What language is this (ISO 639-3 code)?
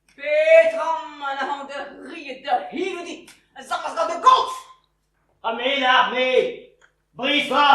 bre